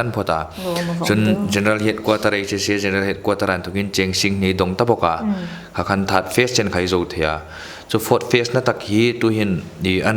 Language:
Hmar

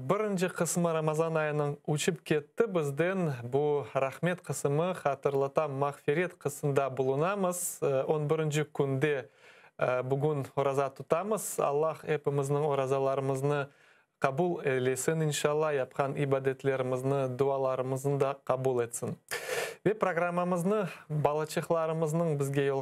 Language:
Crimean Tatar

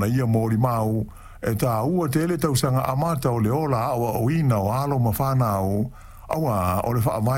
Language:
Samoan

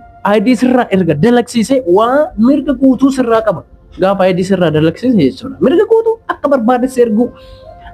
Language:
Oromo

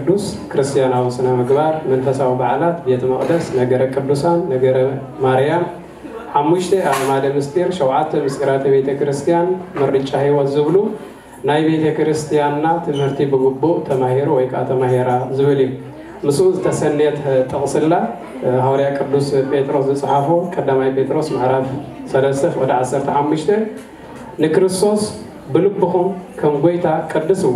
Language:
Tigrinya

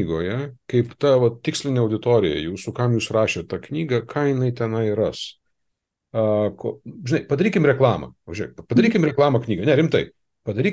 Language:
Lithuanian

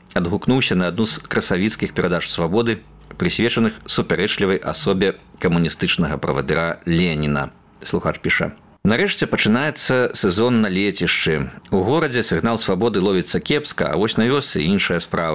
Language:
Belarusian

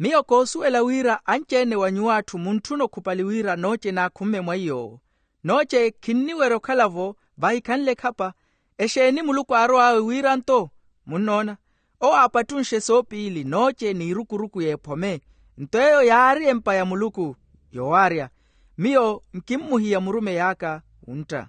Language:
Makhuwa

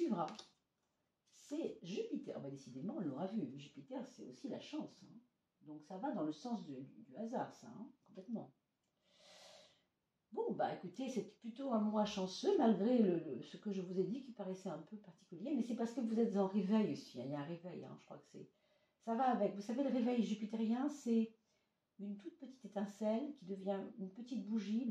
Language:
French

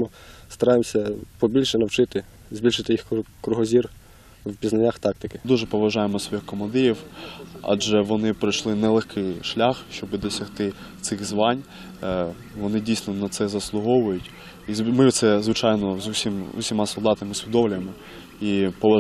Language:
Ukrainian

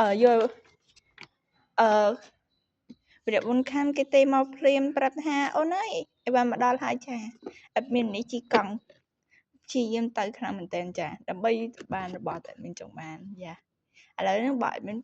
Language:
Khmer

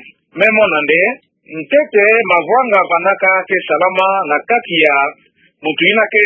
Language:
Kituba (Democratic Republic of Congo)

